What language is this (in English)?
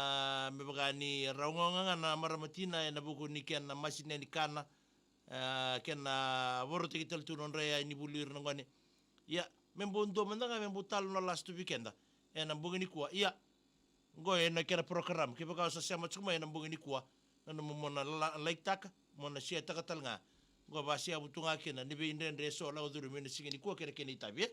Fijian